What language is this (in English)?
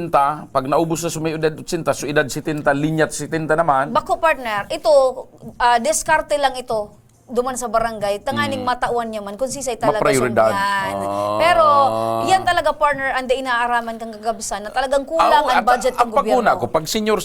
Bikol